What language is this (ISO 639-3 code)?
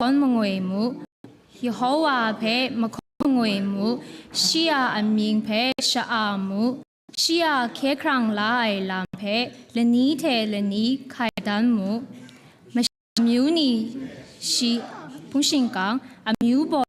kac